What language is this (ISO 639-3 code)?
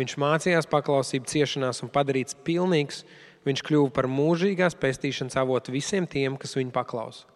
lav